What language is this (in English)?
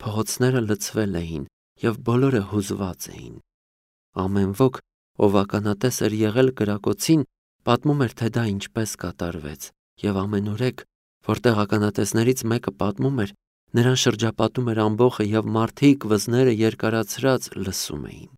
Armenian